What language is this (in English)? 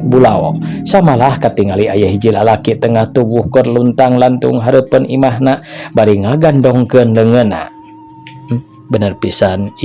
Sundanese